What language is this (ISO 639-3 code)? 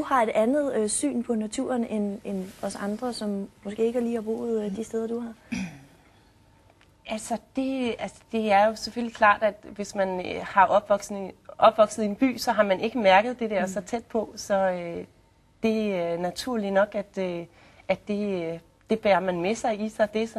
dan